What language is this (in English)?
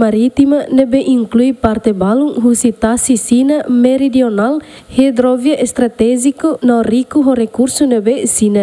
Tetum